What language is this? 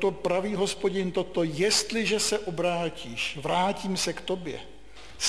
Czech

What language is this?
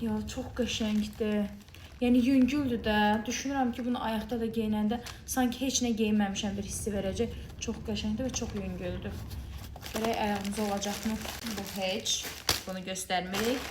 Azerbaijani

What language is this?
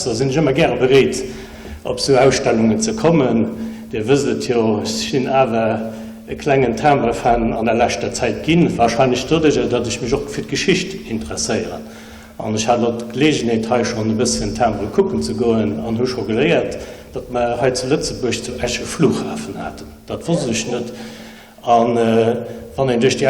Luxembourgish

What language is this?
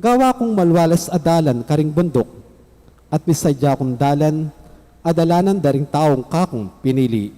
Pampanga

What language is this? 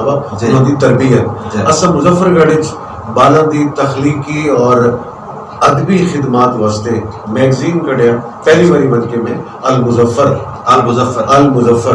Saraiki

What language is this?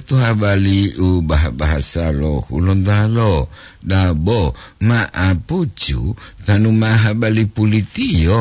Gorontalo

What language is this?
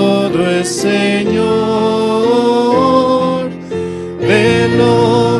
Aymara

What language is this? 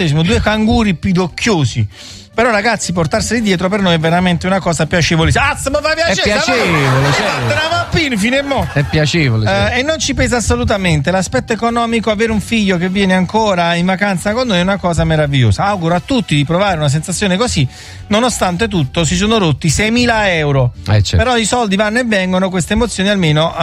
Italian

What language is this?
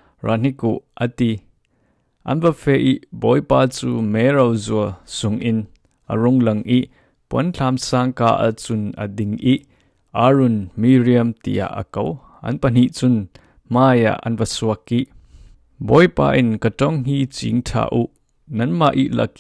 Falam Chin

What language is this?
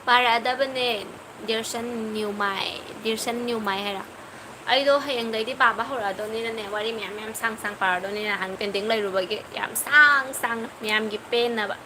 Manipuri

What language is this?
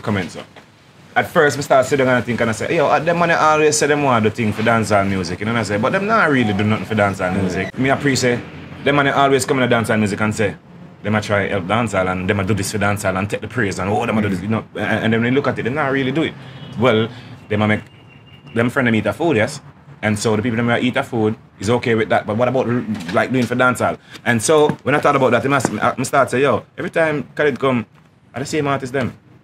Jamaican Creole English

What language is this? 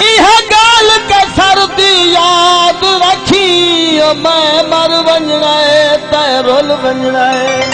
Saraiki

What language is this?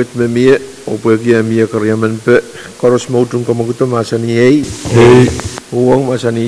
Pohnpeian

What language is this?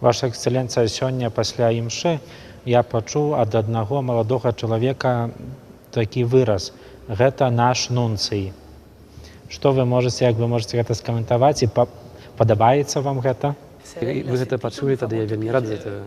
Belarusian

